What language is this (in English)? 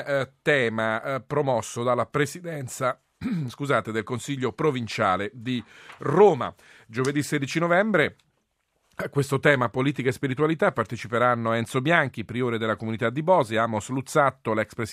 Italian